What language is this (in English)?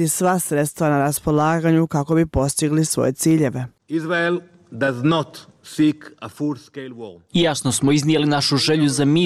Bosnian